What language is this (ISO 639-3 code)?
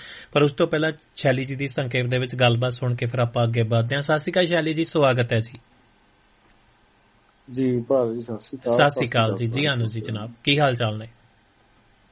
pan